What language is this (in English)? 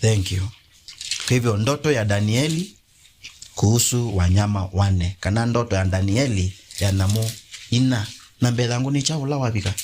Kamba